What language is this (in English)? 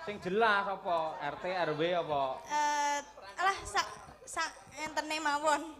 Javanese